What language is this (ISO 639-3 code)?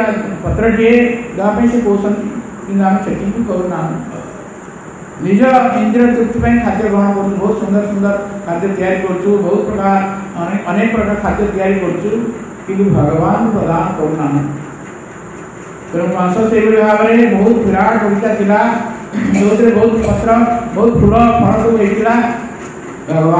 ori